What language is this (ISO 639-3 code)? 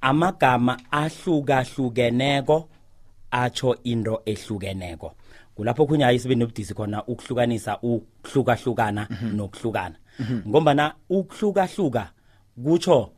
nbl